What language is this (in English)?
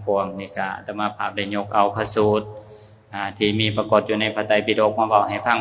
Lao